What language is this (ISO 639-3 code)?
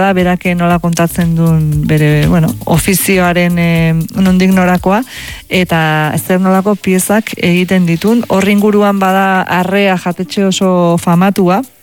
eus